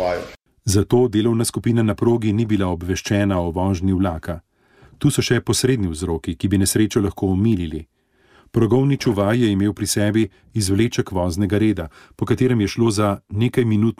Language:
Slovenian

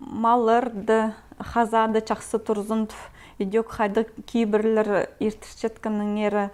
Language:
Khakas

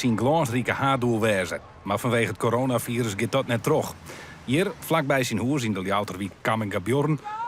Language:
Western Frisian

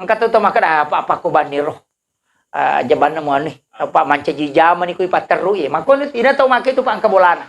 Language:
Buginese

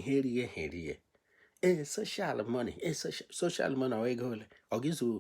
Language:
Igbo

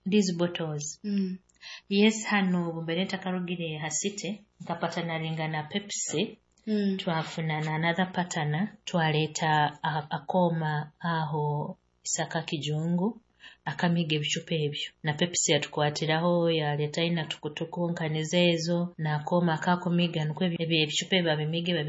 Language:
Nyoro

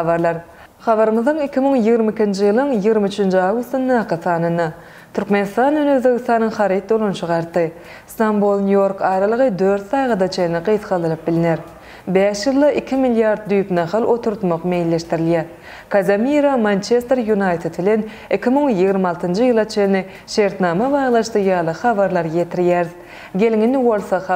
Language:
Turkmen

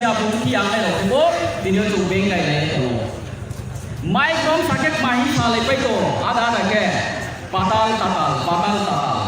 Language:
Riang (India)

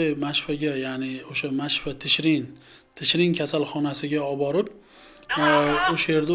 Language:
Uzbek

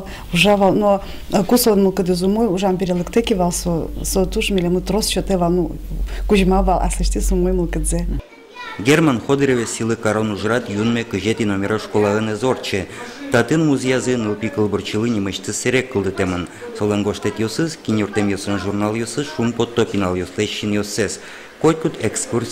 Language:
Udmurt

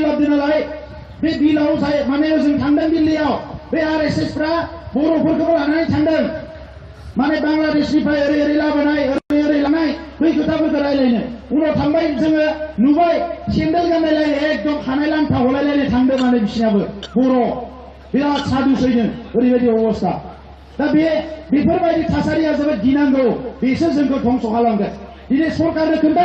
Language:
Bodo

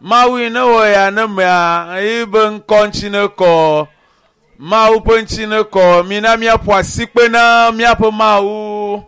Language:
Ewe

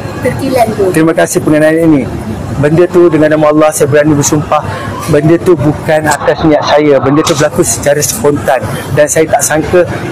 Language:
Malay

